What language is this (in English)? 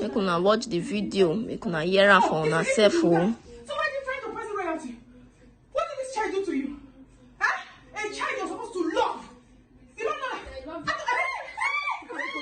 Nigerian Pidgin